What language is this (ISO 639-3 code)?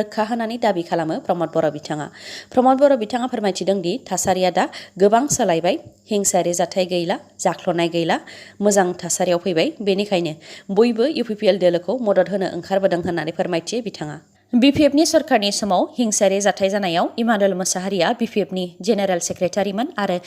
brx